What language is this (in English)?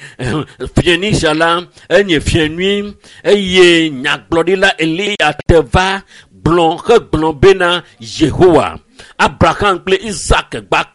Ewe